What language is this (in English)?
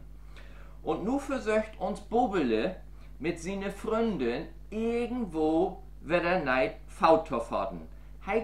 Low German